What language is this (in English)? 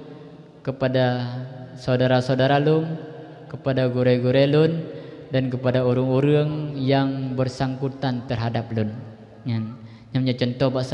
Achinese